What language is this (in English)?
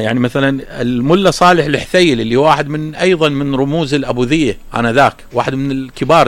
Mesopotamian Arabic